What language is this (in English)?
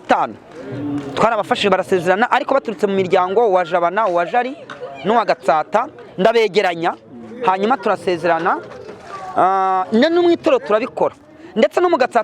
Kinyarwanda